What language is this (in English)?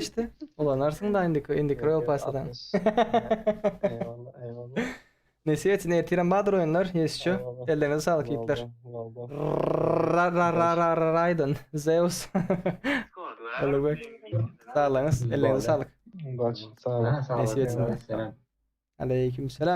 Turkmen